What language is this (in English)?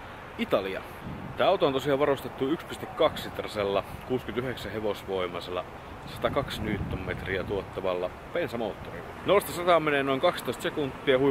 Finnish